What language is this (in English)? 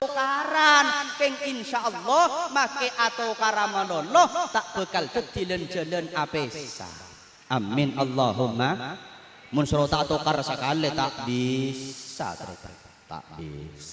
Madurese